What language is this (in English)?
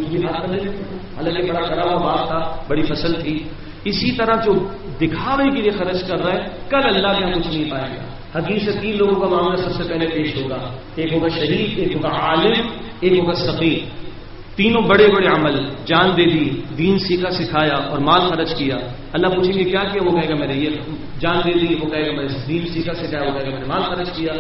Urdu